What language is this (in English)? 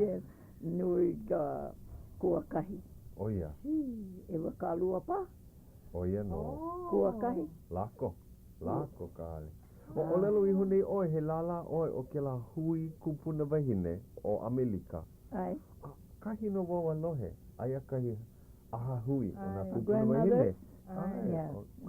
Hawaiian